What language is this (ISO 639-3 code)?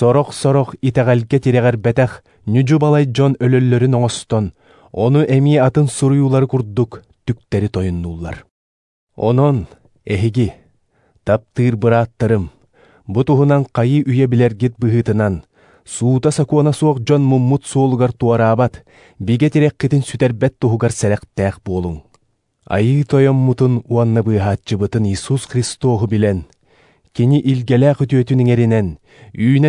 sah